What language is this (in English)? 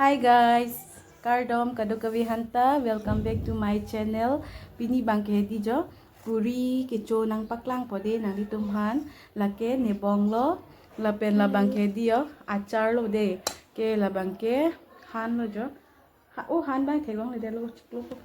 Karbi